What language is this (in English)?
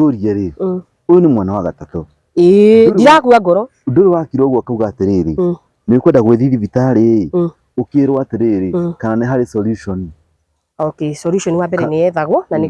Kikuyu